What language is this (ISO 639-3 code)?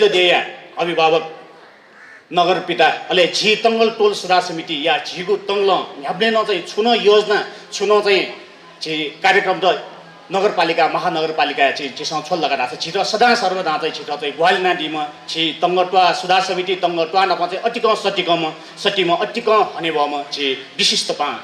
new